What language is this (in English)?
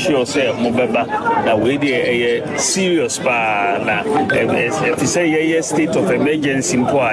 Akan